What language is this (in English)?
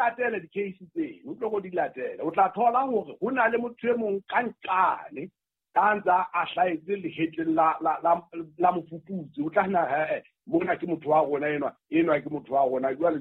Southern Sotho